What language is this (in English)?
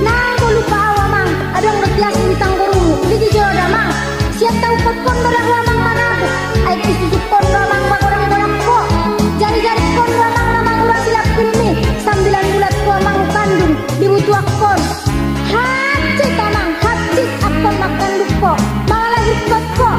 Batak Angkola